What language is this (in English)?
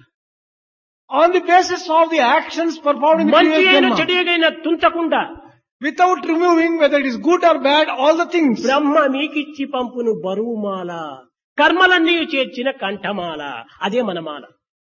Telugu